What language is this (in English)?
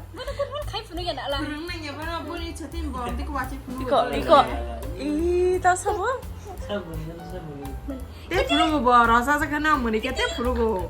Kok Borok